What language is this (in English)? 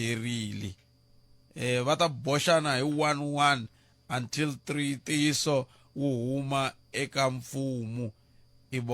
Tsonga